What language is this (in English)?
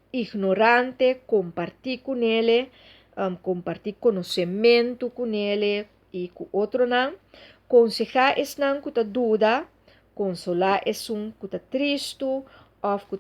Papiamento